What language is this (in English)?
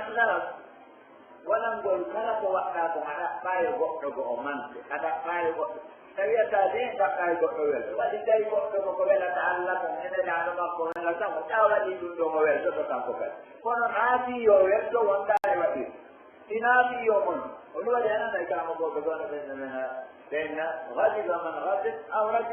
Pular